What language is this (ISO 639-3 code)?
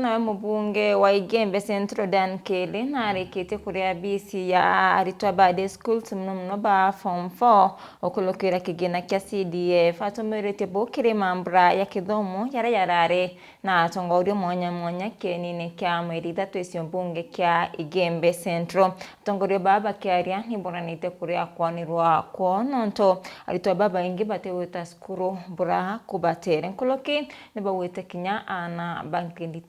mer